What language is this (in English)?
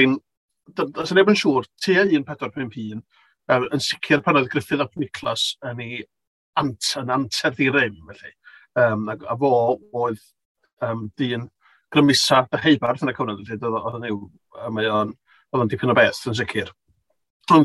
Welsh